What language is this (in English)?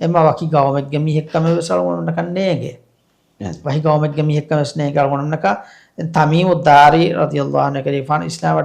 Divehi